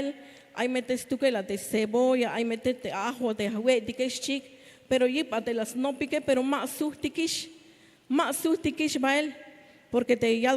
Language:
Tzeltal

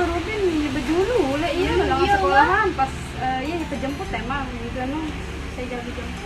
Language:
Sasak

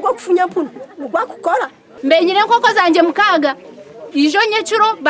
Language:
Nyankole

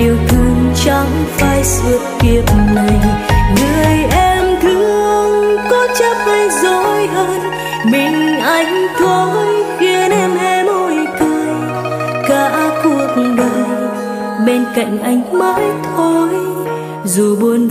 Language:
Vietnamese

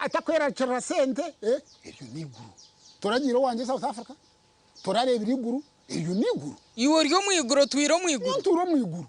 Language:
Nyankole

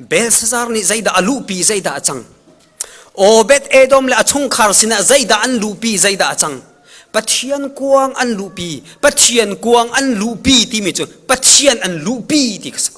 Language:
Hakha Chin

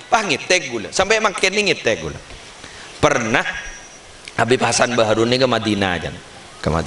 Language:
Madurese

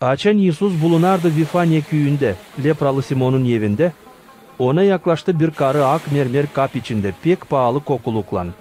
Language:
Gagauz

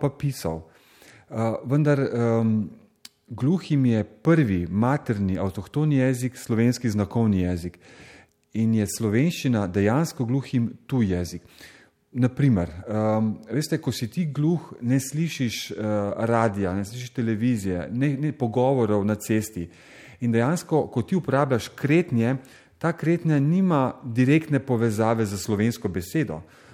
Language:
Slovenian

